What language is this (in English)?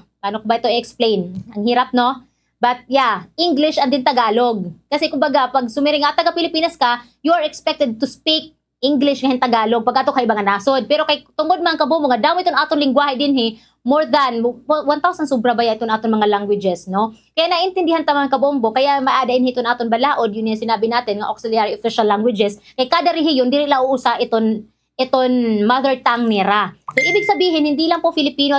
Waray